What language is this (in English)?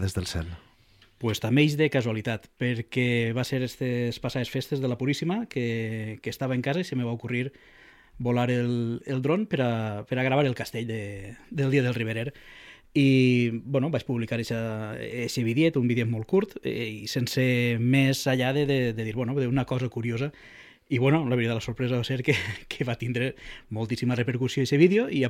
Catalan